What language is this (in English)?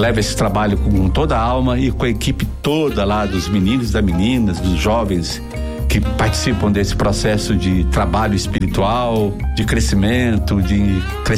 Portuguese